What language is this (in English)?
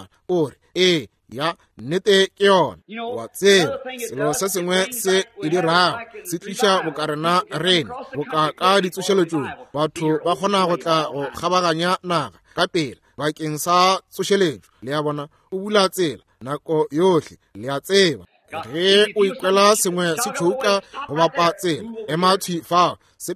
Northern Sotho